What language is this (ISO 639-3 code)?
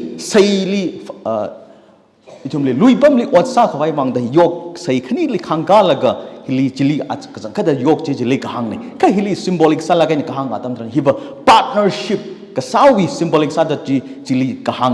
nmf